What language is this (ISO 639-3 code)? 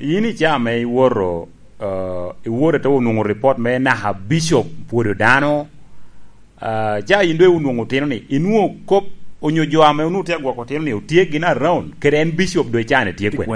laj